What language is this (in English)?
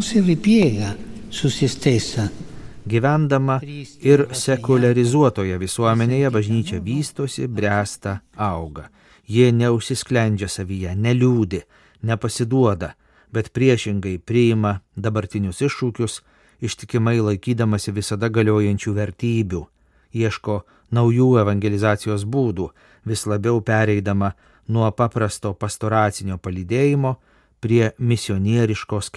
Lithuanian